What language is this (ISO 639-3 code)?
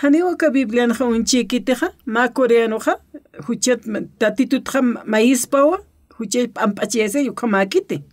aym